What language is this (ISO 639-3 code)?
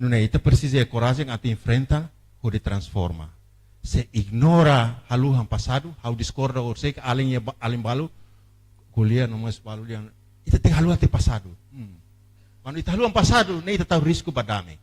tet